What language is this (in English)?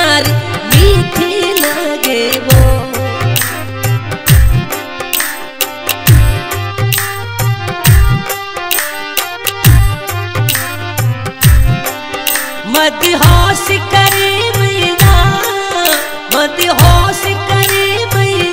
Hindi